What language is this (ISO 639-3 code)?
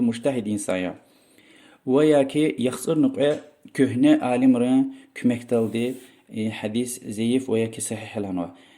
lez